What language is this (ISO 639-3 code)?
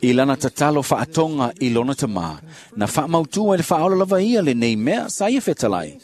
smo